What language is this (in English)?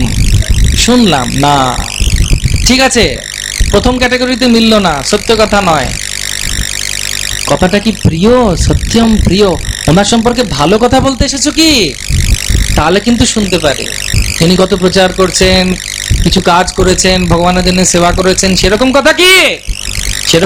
Bangla